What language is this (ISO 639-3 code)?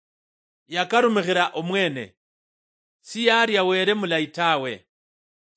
luy